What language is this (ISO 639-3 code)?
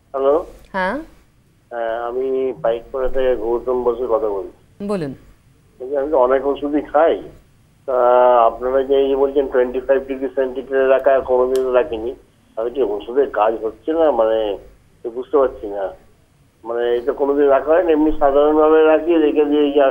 ben